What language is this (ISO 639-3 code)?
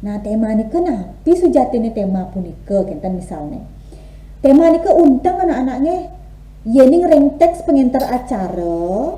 ban